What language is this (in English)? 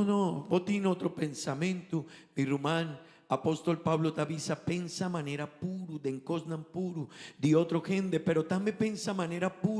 Papiamento